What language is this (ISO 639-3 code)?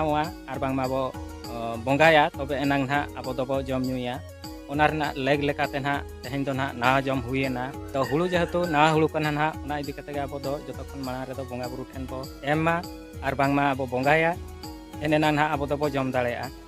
sat